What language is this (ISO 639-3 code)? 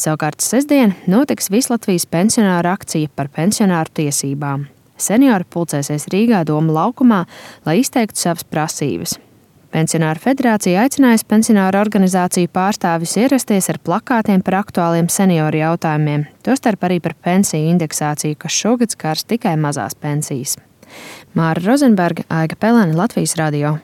lav